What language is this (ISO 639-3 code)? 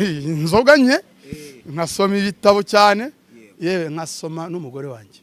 kin